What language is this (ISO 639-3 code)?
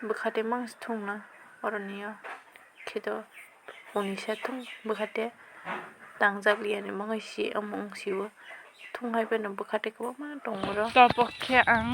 trp